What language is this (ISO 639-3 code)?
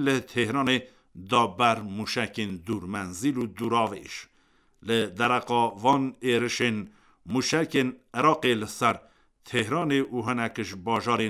kur